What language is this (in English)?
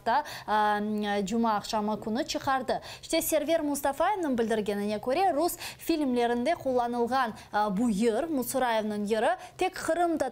Crimean Tatar